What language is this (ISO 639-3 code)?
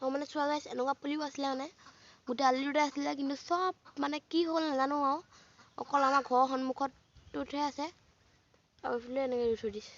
asm